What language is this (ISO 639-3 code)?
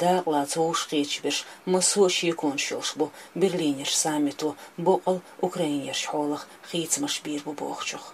che